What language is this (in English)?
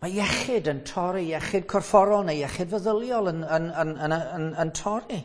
Welsh